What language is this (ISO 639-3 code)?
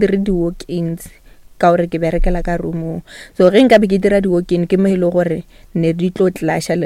nso